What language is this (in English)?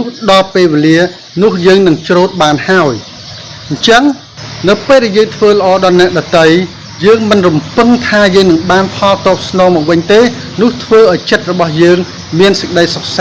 Khmer